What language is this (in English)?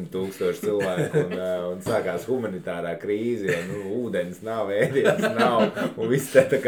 Latvian